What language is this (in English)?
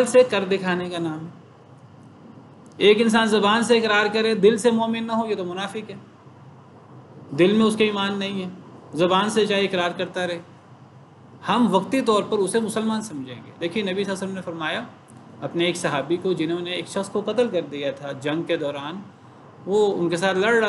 Urdu